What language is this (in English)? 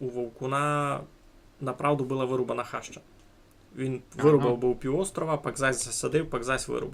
Rusyn